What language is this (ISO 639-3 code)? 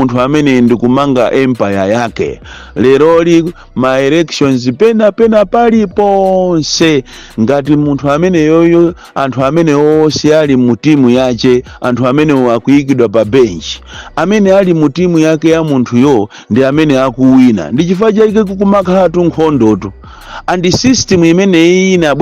nya